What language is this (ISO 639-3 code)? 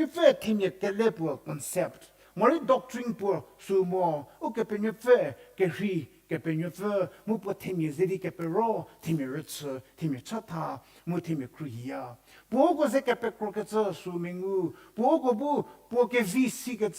njm